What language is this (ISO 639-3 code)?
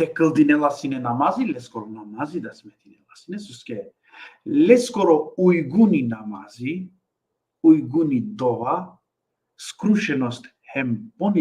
rmn